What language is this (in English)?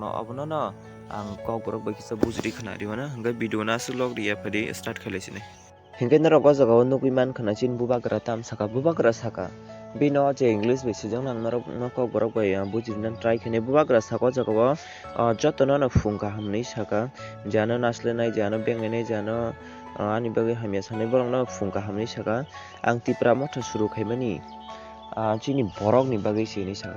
Kok Borok